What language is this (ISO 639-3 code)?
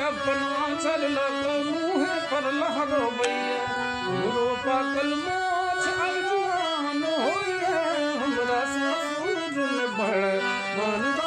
mai